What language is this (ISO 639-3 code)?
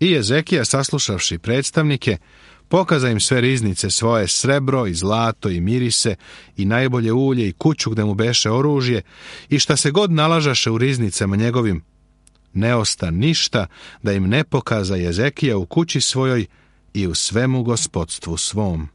srp